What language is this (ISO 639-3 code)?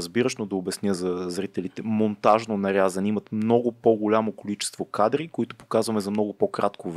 bul